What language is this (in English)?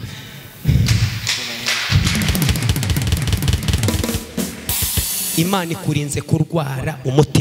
Kinyarwanda